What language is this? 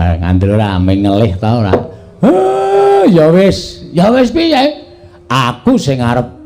Javanese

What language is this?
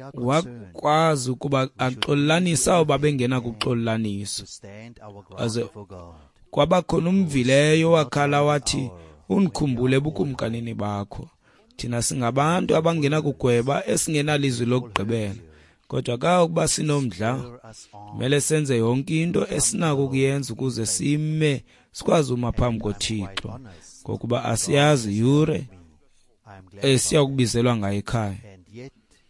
Xhosa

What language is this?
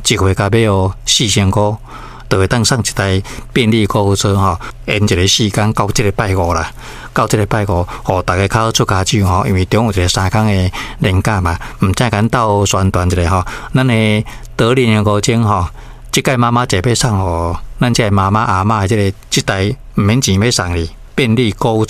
Min Nan Chinese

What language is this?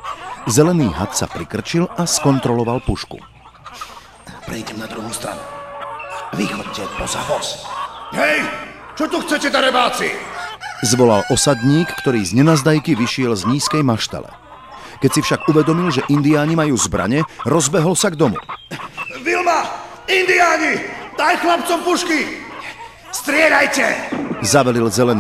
Slovak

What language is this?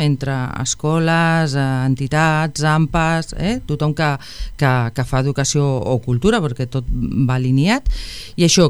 Catalan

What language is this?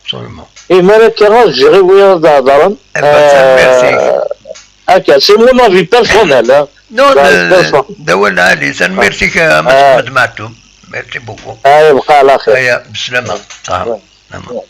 Kabyle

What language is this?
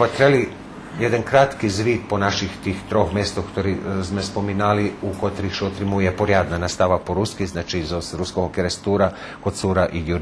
Rusyn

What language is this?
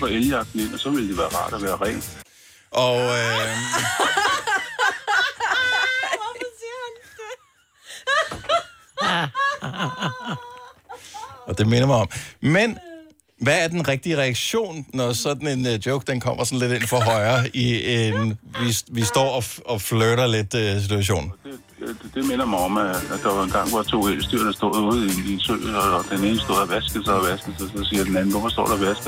Danish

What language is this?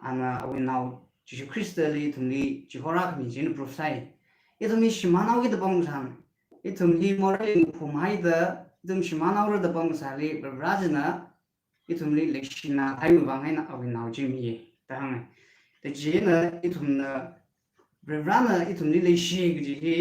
Tangkhul Naga (India)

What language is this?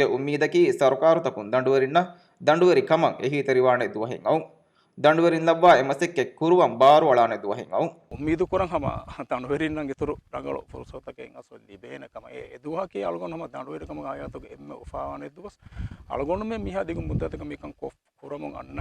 Divehi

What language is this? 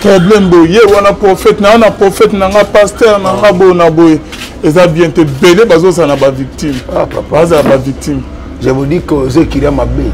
Lingala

